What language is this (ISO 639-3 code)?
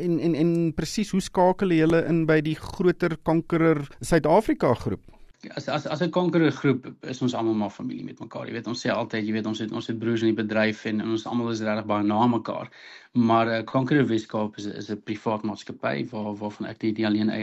afr